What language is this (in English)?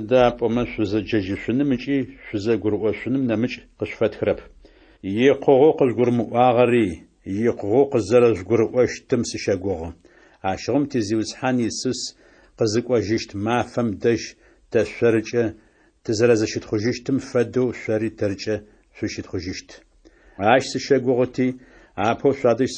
Adyghe